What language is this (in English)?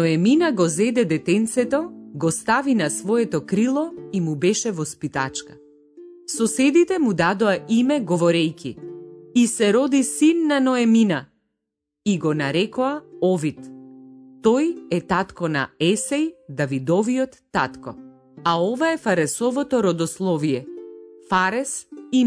Macedonian